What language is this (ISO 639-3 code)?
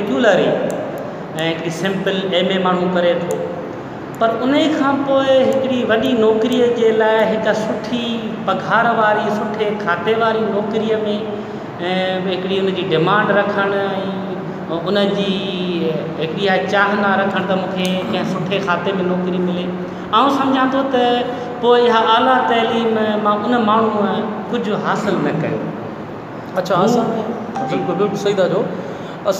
snd